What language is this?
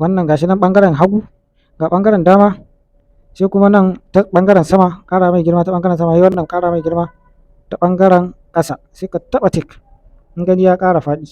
Hausa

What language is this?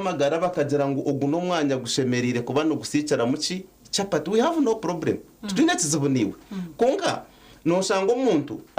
Nyankole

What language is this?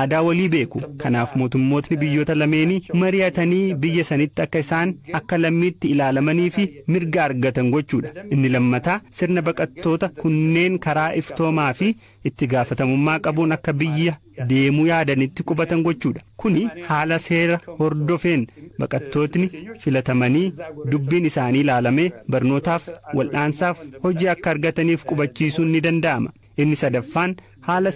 Oromo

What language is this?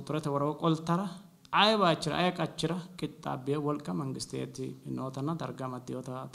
Sidamo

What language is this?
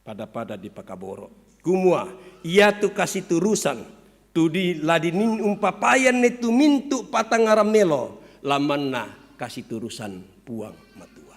Toraja-Sa'dan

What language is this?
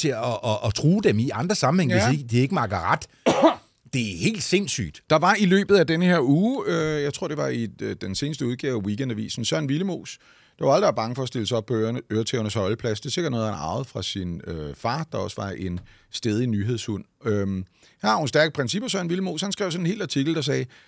Danish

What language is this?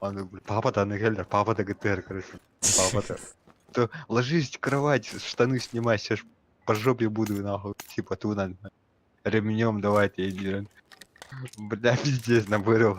Yakut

